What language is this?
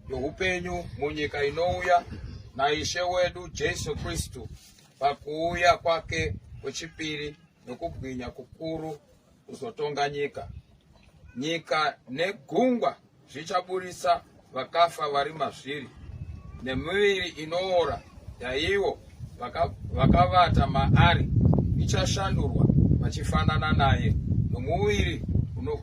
Shona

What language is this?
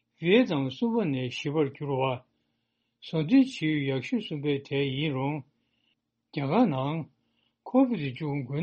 Tibetan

